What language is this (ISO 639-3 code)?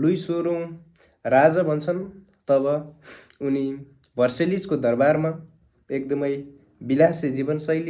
nep